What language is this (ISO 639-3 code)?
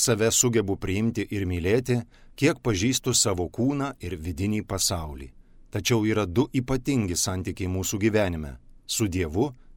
lit